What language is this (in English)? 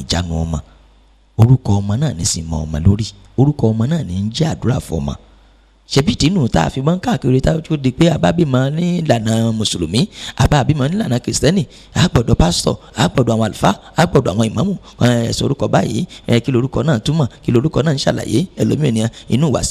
Yoruba